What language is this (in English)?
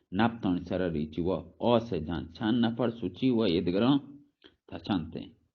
Baluchi